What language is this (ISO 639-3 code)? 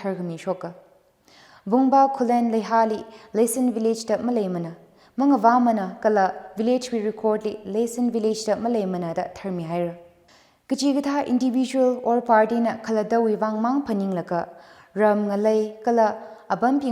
nmf